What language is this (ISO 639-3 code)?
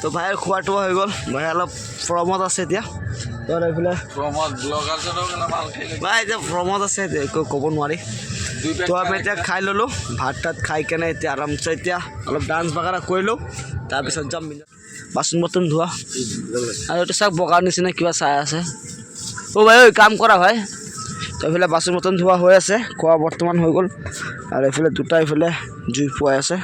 asm